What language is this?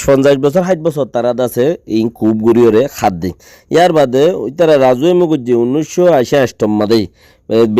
Rohingya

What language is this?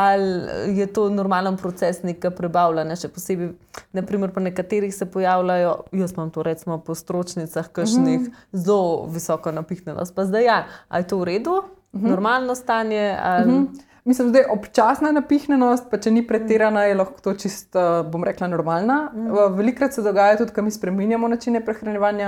Slovenian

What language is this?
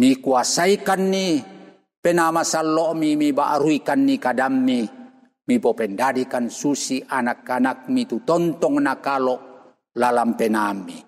Toraja-Sa'dan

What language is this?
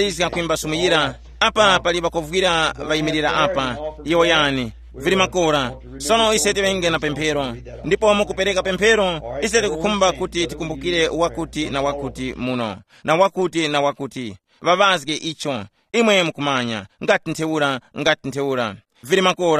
Tumbuka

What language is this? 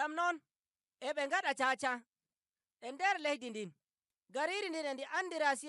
Nigerian Fulfulde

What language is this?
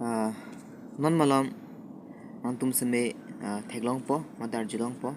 Karbi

